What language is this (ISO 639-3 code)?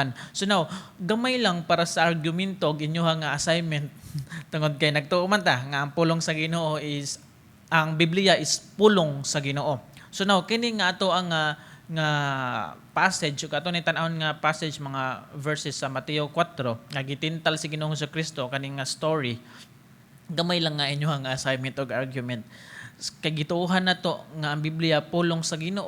ceb